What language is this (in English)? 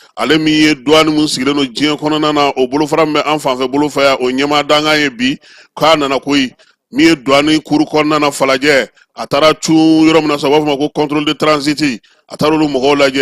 Bambara